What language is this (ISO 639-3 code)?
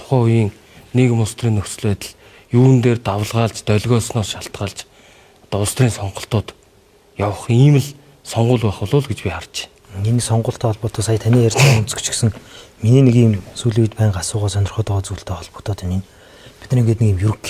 mon